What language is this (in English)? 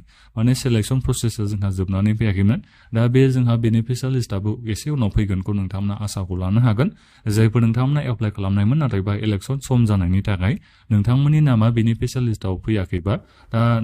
Bodo